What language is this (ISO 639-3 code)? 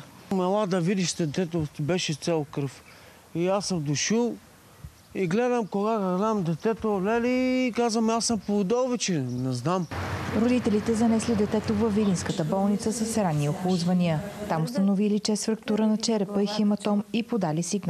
bul